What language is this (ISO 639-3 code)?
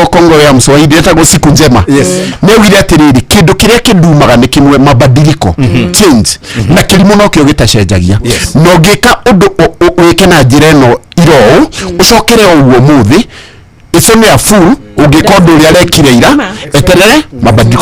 kik